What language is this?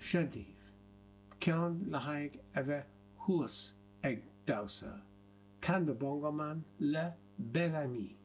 Irish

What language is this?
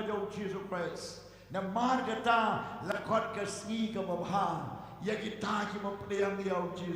Khasi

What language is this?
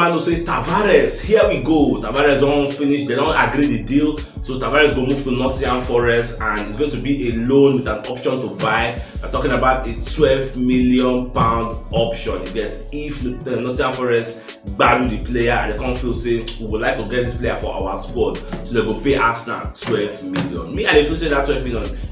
Nigerian Pidgin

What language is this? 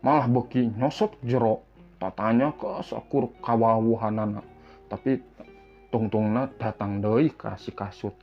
Sundanese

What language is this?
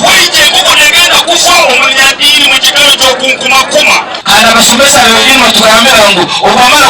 Nyankole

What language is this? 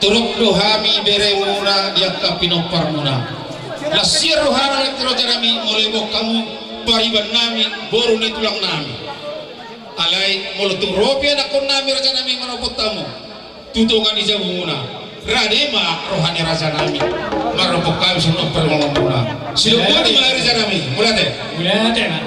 Batak Toba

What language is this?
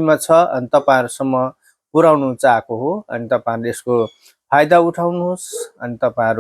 Nepali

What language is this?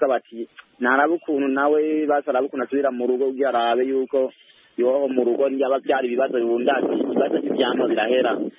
Kinyarwanda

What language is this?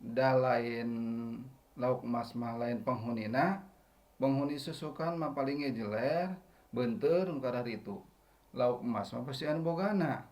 Sundanese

